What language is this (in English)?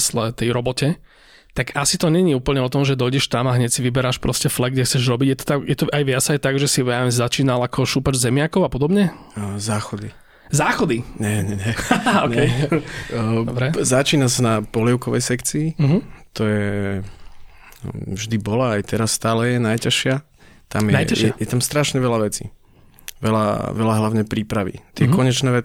Slovak